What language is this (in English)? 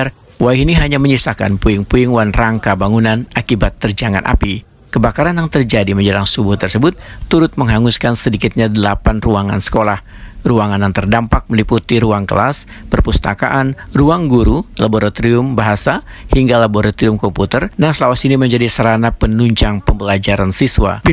Banjar